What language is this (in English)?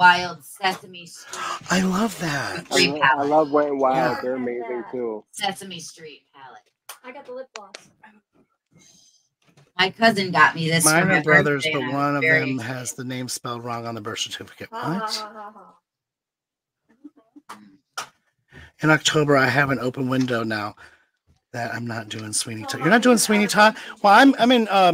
English